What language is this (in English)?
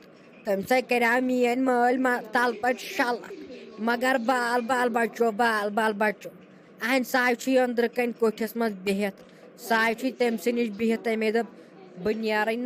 Kashmiri